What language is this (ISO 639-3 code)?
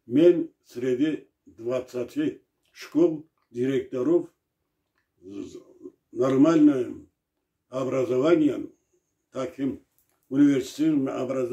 krc